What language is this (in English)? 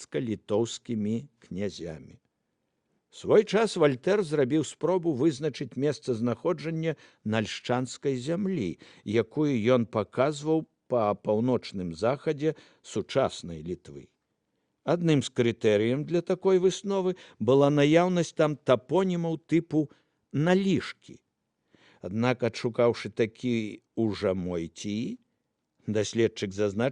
Belarusian